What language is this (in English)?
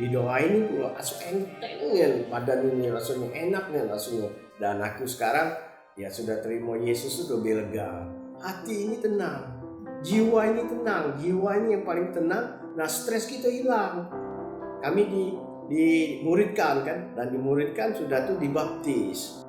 Musi